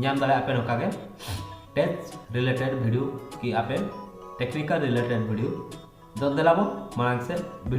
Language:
Santali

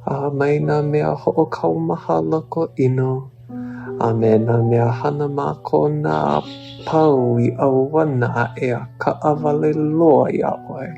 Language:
Hawaiian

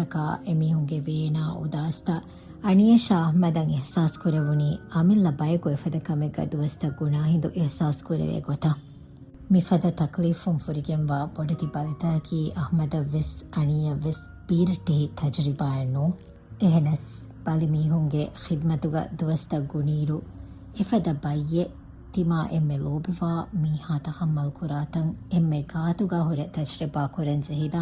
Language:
Divehi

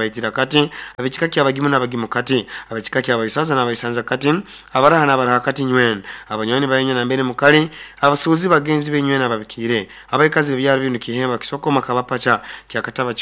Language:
Nyoro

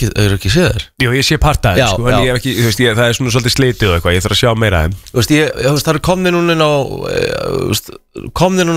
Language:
Icelandic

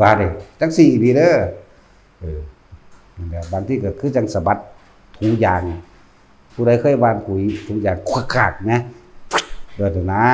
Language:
Northeastern Thai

